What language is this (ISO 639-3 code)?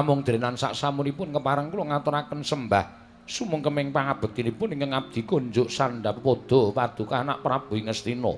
jav